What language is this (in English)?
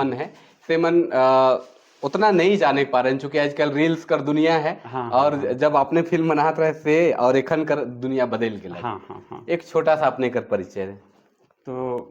Sadri